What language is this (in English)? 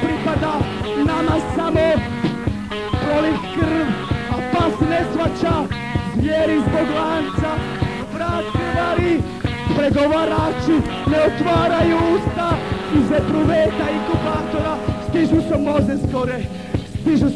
Croatian